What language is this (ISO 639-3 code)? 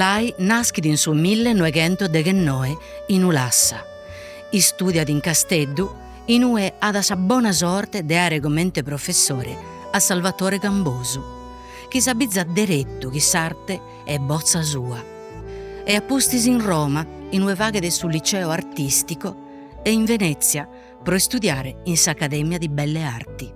srd